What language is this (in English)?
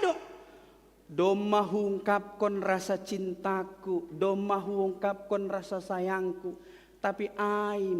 Batak Simalungun